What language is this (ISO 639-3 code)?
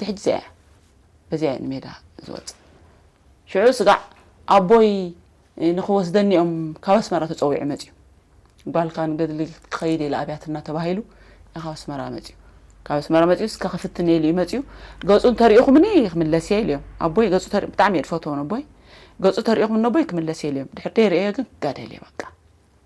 tir